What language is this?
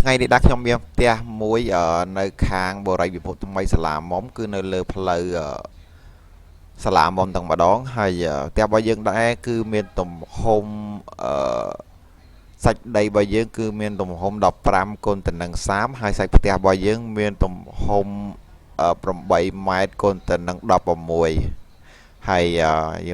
Khmer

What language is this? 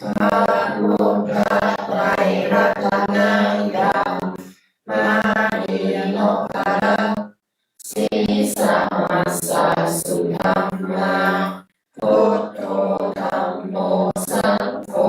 Pali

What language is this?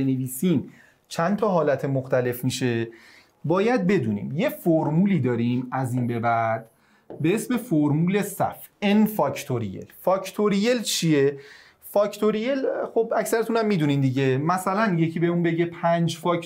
Persian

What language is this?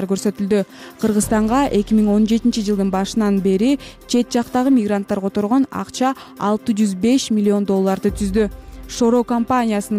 Kyrgyz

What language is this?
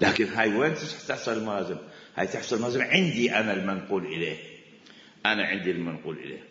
Mesopotamian Arabic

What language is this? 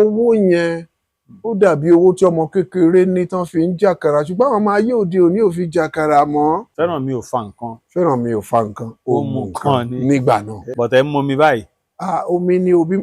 Yoruba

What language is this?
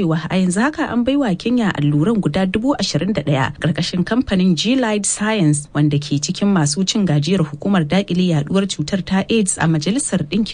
Hausa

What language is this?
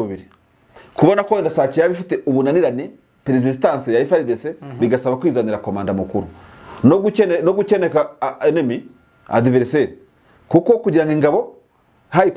Kinyarwanda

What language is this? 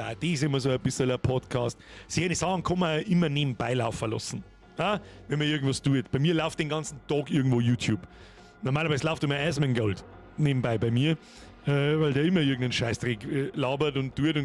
Bavarian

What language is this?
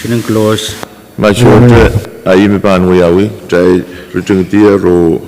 Pohnpeian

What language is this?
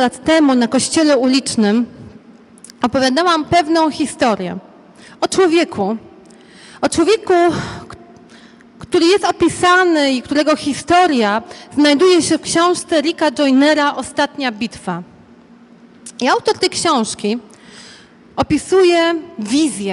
Polish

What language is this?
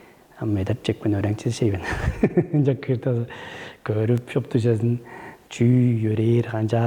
Tuvinian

